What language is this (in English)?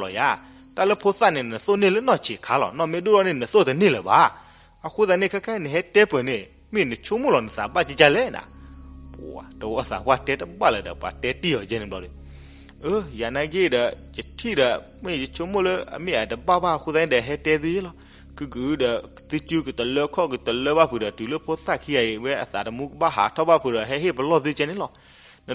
S'gaw Karen